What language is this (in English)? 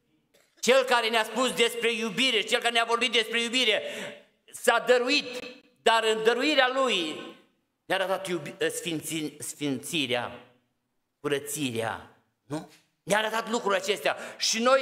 Romanian